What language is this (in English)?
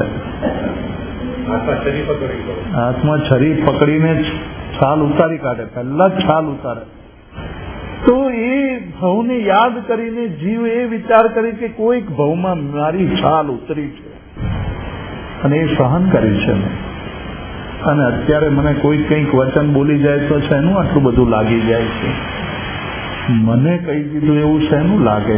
Gujarati